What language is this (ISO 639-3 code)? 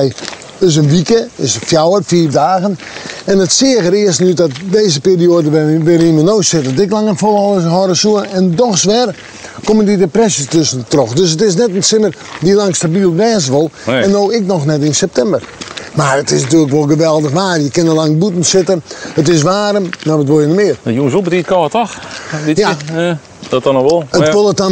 fry